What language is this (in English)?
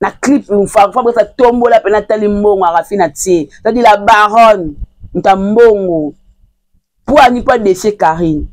Lingala